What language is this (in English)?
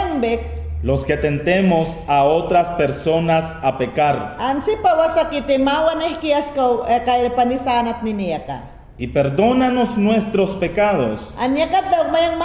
Mayangna